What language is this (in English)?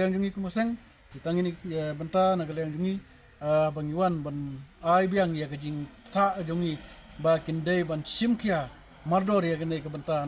Khasi